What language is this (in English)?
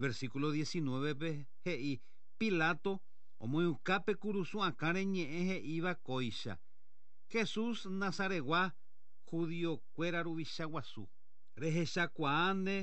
Guarani